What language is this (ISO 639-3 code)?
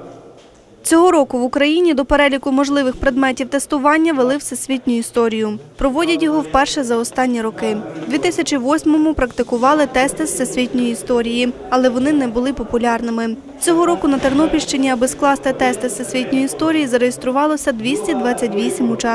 ukr